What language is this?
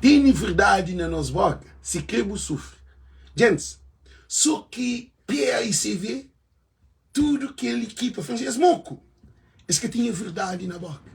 Kabuverdianu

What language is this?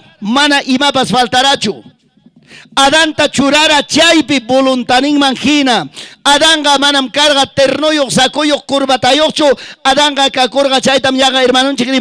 Ayacucho Quechua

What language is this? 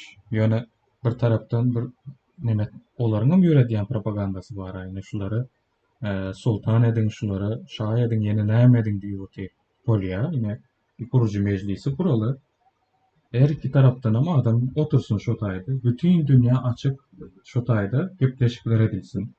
Turkmen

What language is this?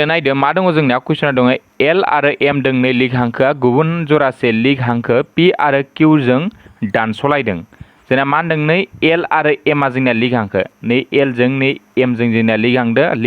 Bodo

